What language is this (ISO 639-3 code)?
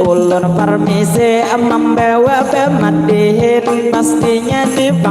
bjn